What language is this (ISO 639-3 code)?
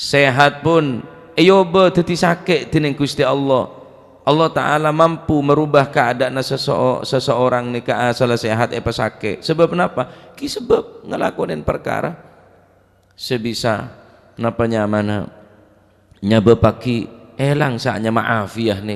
mad